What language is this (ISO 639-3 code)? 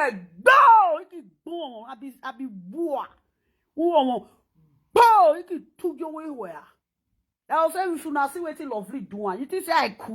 pcm